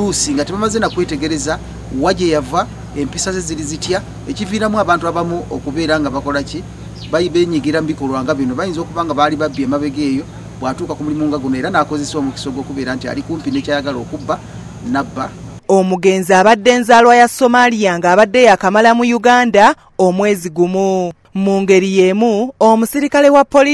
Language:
Ganda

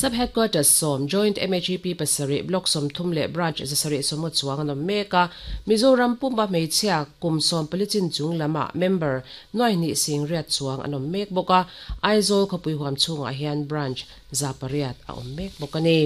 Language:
Mizo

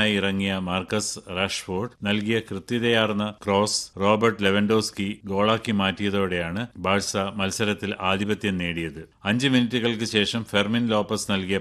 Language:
Malayalam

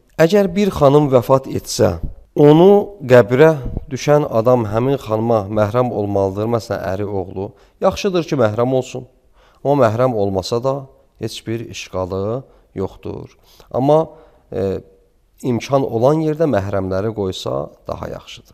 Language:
Azerbaijani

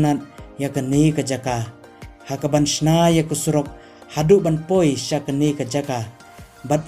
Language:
Khasi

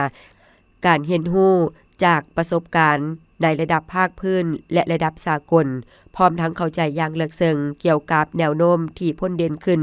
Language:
Lao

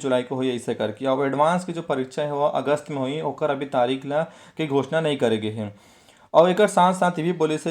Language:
Chhattisgarhi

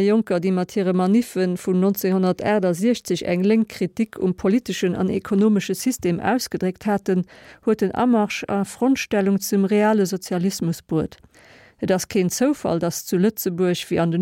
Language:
Luxembourgish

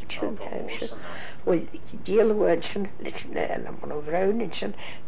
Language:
Irish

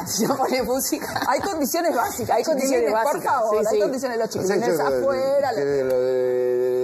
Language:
Spanish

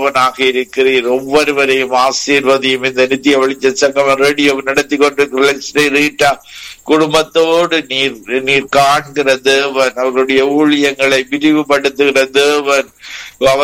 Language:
Tamil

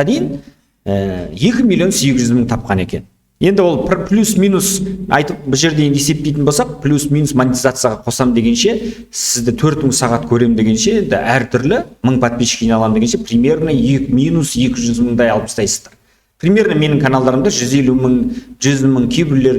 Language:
Kazakh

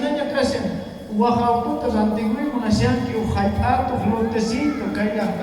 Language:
South Bolivian Quechua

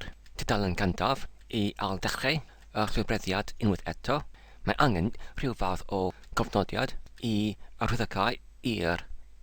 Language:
Welsh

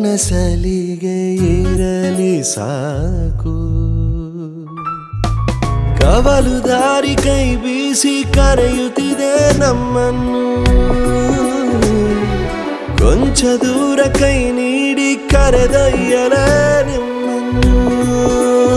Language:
Kannada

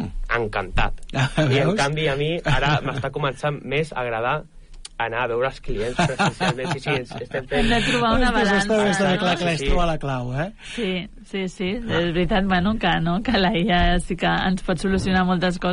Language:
Catalan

